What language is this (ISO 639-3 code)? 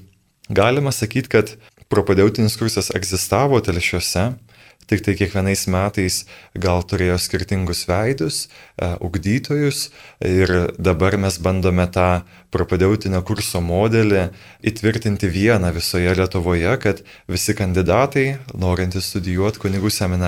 lit